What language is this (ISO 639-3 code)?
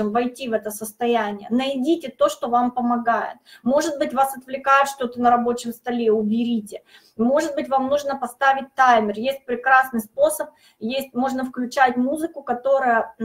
rus